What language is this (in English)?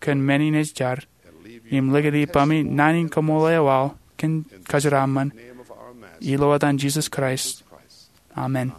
Marshallese